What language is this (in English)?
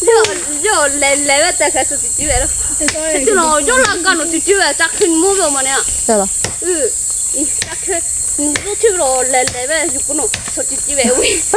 Lahu Shi